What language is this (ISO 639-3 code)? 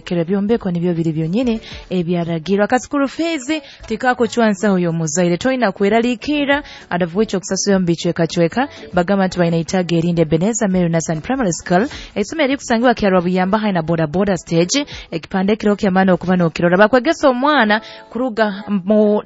nyo